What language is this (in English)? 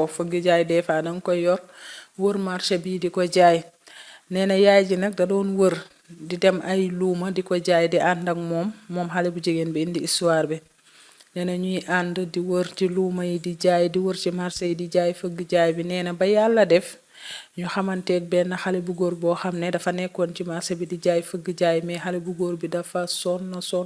Wolof